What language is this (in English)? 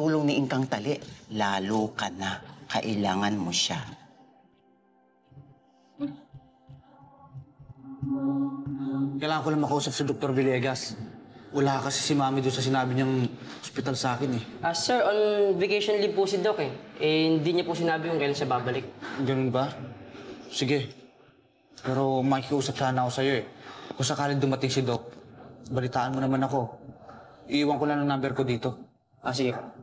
Filipino